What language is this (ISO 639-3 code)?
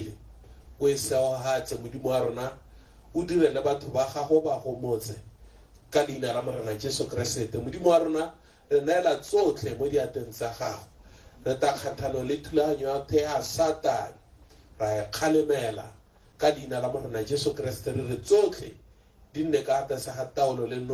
tsn